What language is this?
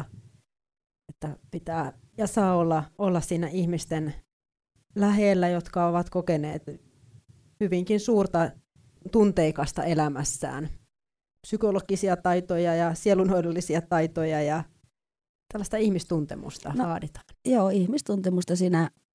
Finnish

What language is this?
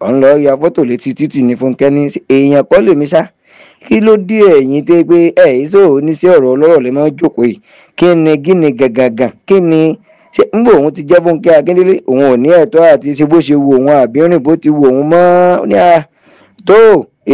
Yoruba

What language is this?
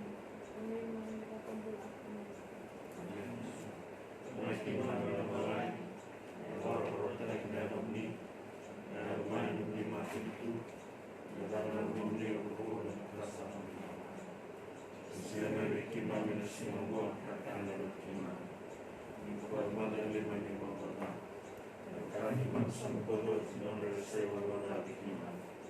Fijian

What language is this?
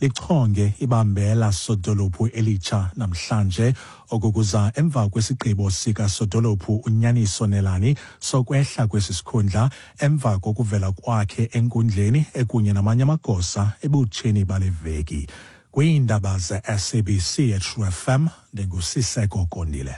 Xhosa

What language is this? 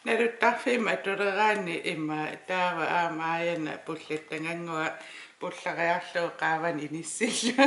Kalaallisut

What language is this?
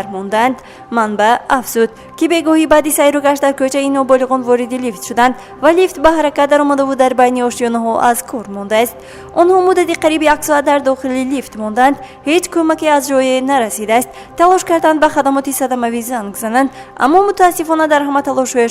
Tajik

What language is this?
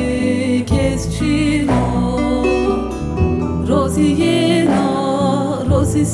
Zaza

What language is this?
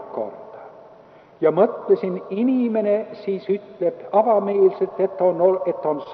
Estonian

